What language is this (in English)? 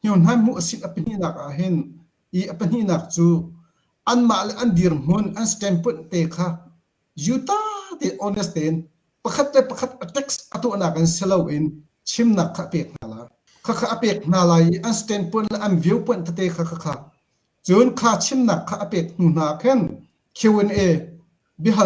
Hakha Chin